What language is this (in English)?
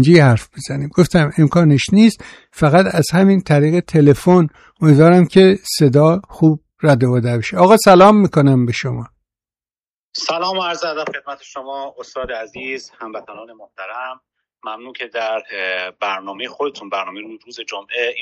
Persian